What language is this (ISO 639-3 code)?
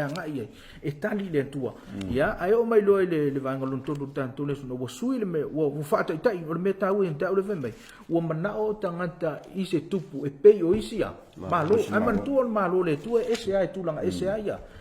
smo